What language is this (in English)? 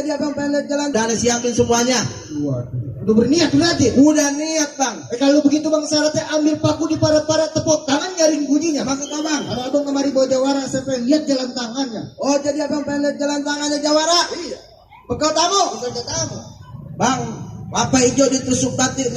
Betawi